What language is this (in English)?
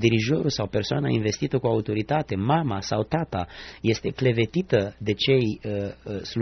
Romanian